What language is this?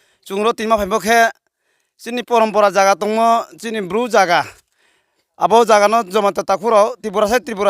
Riang (India)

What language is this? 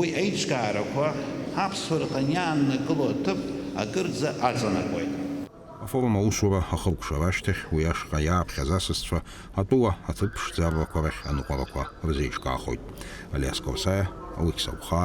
Abkhazian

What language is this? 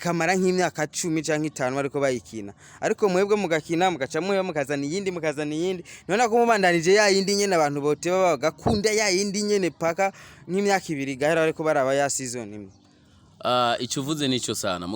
Rundi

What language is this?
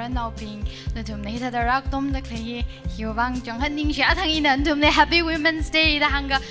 Tangkhul Naga (India)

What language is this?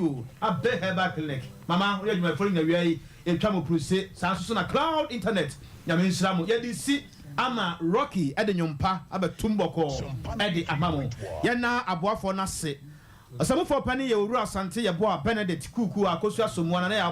Akan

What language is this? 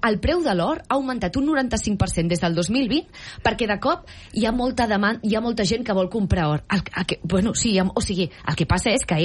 Catalan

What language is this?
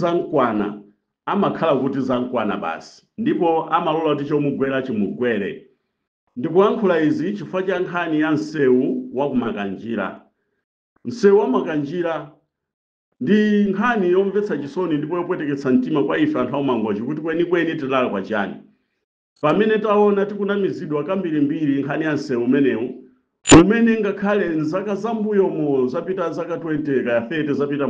Nyanja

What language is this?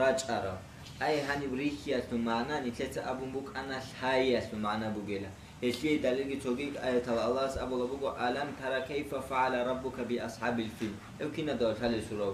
Avaric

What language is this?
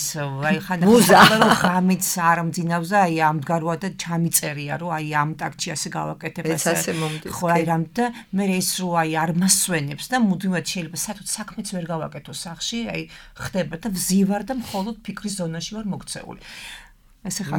Georgian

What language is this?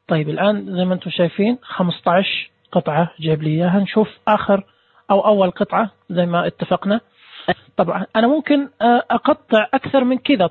Najdi Arabic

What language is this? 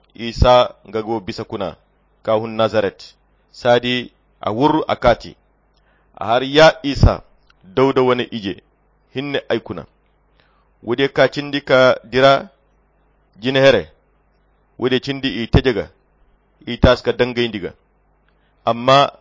Koyra Chiini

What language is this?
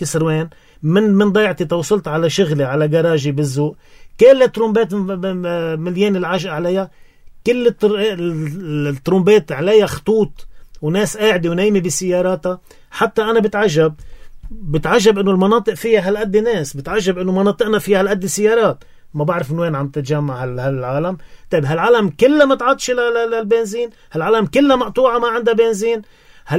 North Levantine Arabic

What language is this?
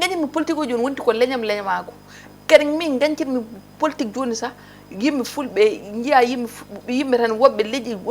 Fula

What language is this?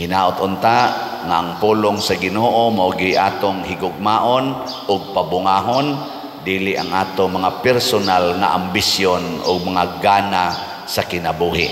Cebuano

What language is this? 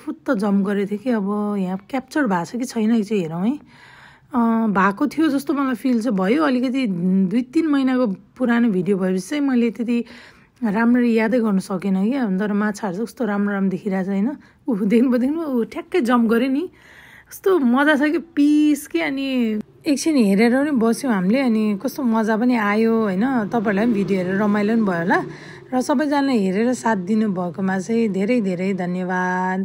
Nepali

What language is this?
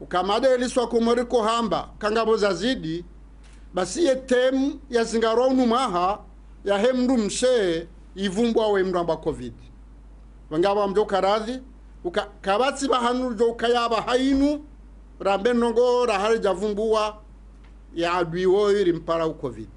Ngazidja Comorian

